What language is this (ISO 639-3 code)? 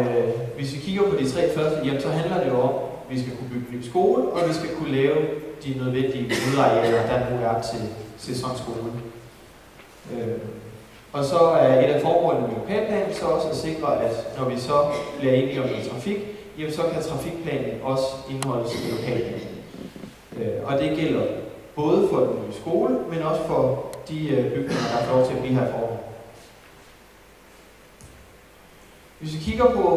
dan